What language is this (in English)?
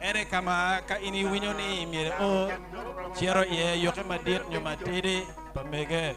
Acoli